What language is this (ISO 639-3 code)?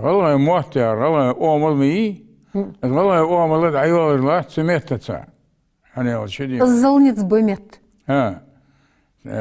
inh